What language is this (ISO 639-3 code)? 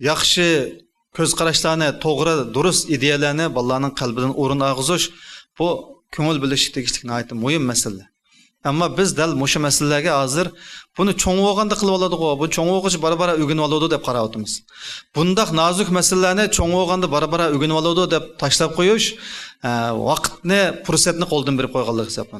uig